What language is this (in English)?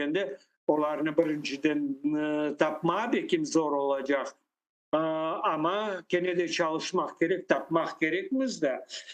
Crimean Tatar